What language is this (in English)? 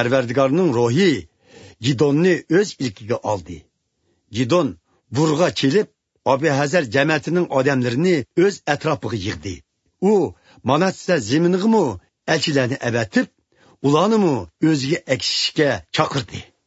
Uyghur